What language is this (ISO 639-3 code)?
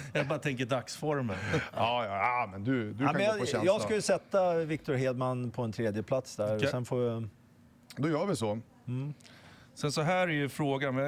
swe